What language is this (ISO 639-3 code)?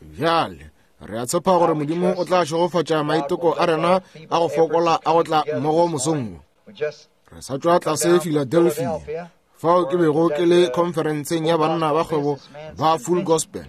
nso